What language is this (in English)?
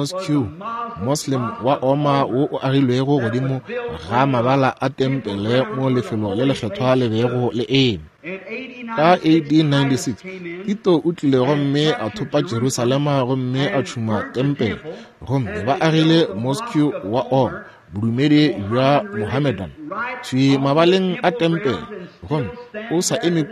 Northern Sotho